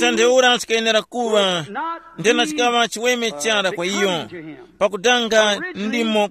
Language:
Tumbuka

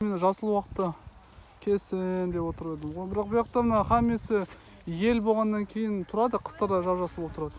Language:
Kara-Kalpak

